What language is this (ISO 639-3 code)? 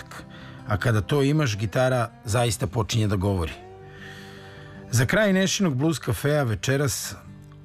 srp